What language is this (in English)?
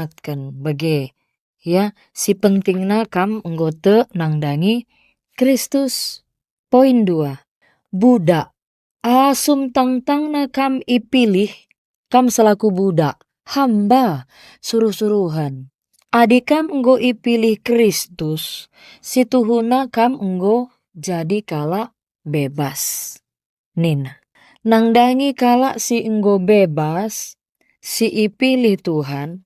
Batak Karo